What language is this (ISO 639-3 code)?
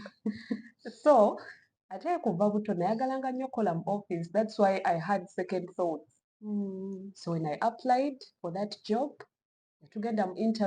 lug